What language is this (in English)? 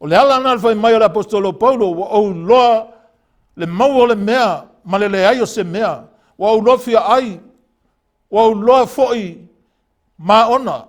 Samoan